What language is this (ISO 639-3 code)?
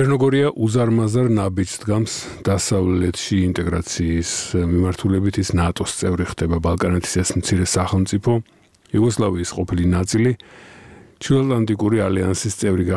kat